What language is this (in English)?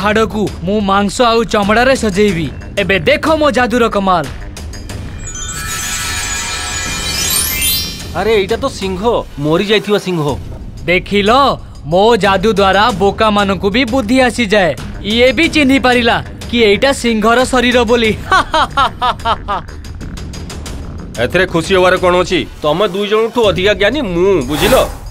Odia